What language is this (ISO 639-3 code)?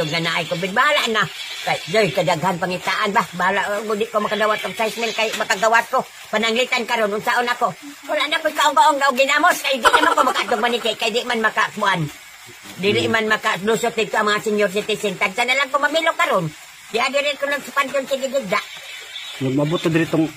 ceb